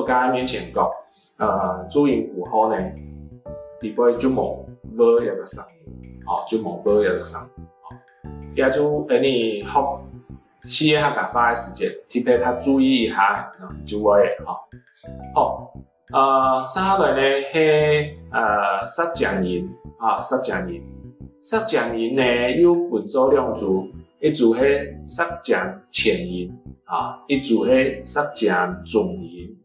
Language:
Hakka Chinese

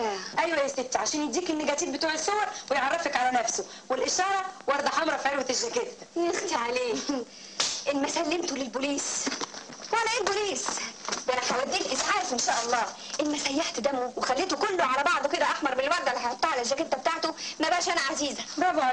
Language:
Egyptian Arabic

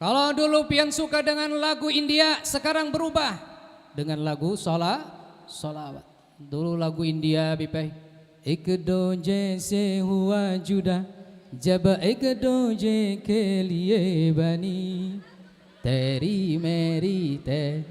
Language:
Banjar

